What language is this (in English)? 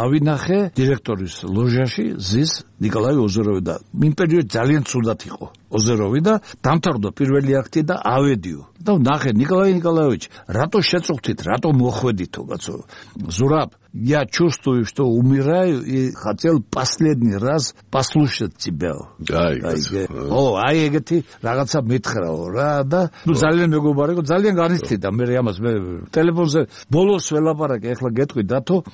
Georgian